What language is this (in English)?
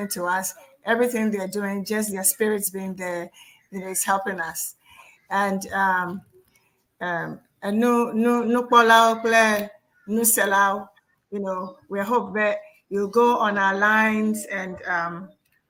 Ewe